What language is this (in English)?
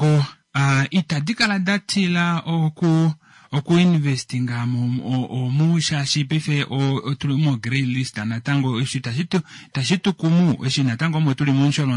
Kuanyama